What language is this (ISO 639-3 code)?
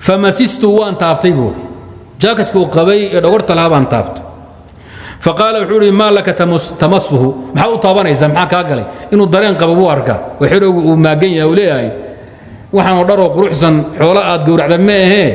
som